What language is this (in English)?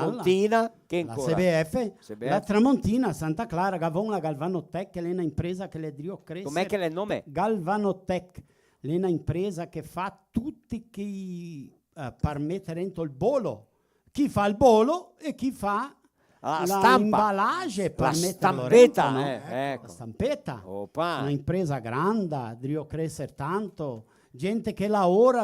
Venetian